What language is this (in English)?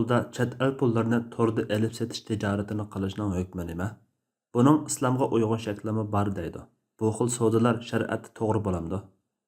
Uyghur